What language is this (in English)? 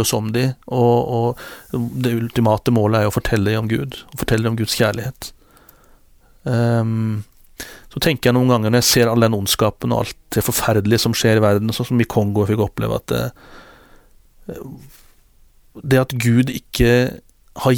Norwegian